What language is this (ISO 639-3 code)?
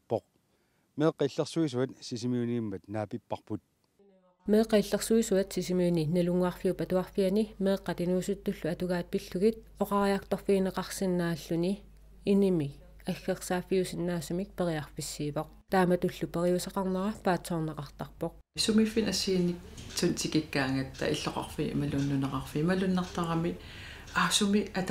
kal